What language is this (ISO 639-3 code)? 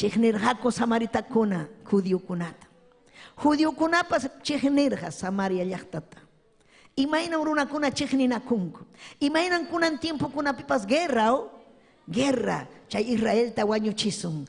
quy